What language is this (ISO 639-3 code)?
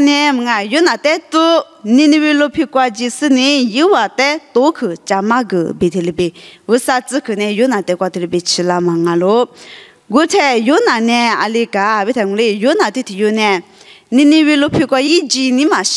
lis